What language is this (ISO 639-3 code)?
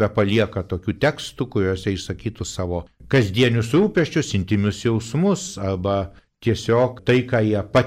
lit